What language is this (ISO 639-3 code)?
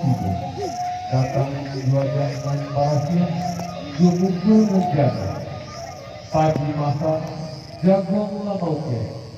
min